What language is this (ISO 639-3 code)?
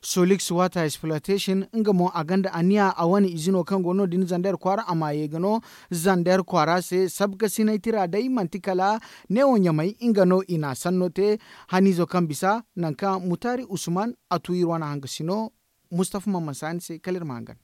dje